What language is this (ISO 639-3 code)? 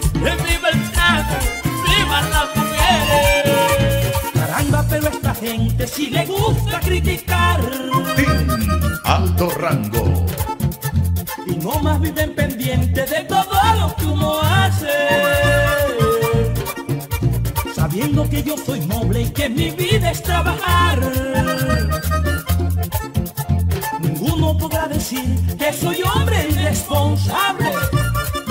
spa